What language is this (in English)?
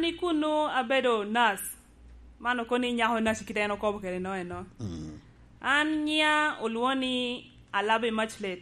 Lango (Uganda)